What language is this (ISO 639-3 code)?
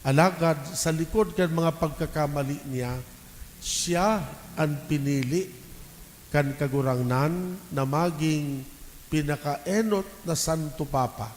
bik